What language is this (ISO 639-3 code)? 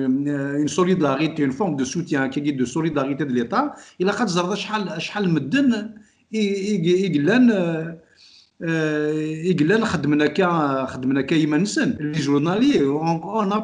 kab